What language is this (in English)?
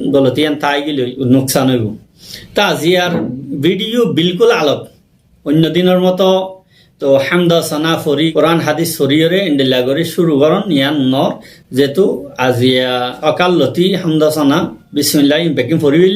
Rohingya